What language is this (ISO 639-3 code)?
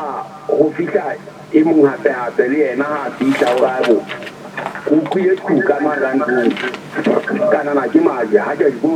sot